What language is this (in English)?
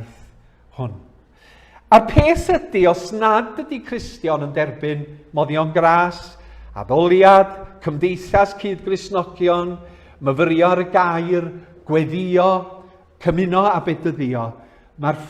Welsh